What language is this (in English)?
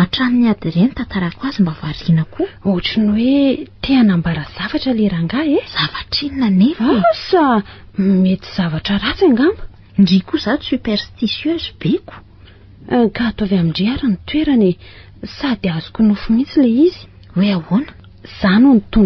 Malagasy